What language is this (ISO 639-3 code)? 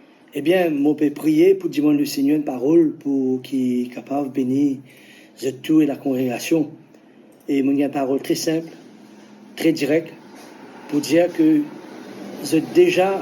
mfe